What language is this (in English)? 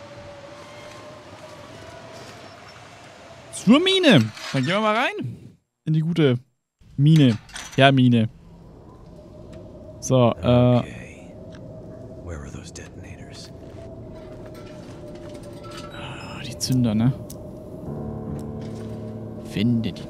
German